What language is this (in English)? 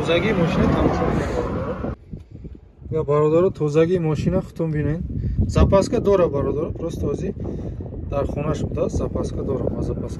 Tajik